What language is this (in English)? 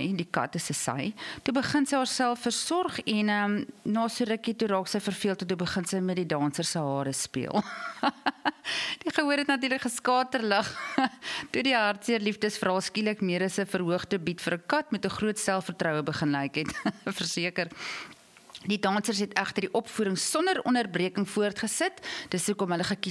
Afrikaans